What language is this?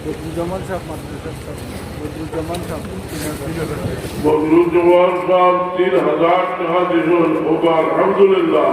Sylheti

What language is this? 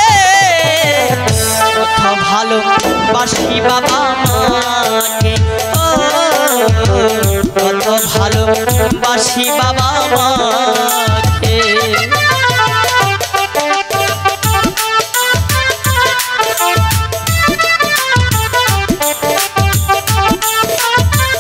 Bangla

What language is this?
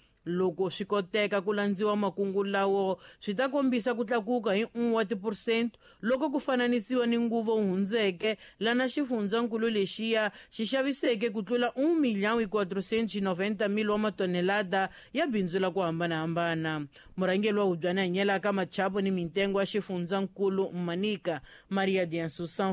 Tsonga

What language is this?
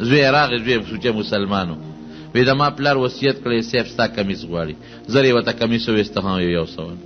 Pashto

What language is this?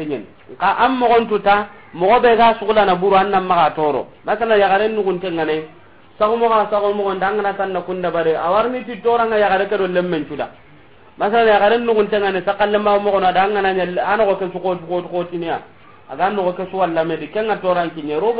Soninke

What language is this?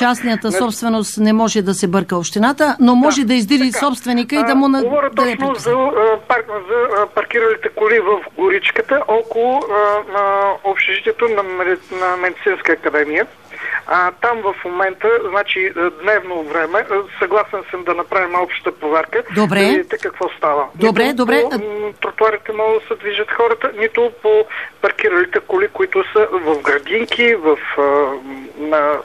Bulgarian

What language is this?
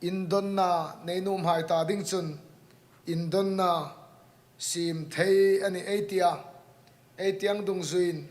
Hmar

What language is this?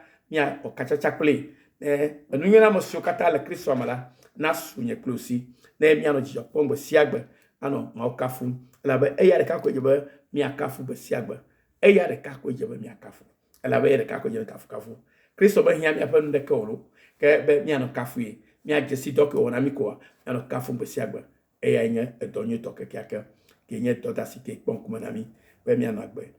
Ewe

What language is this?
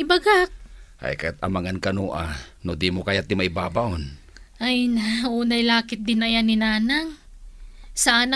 Iloko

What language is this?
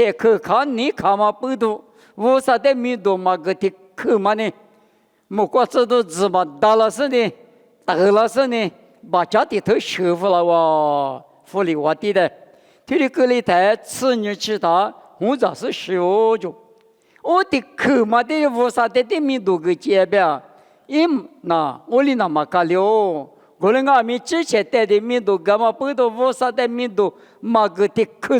Lisu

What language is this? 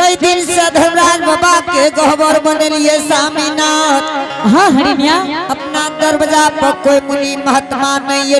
Angika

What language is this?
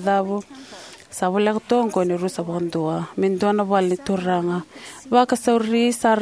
Fijian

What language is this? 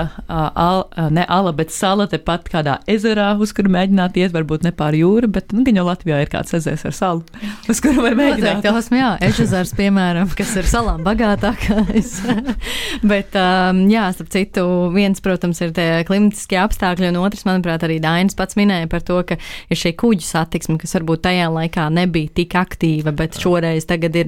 Latvian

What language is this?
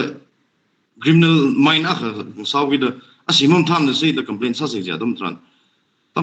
Tangkhul Naga (India)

